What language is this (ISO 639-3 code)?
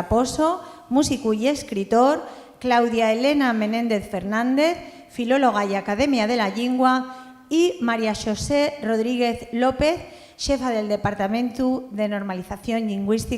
ast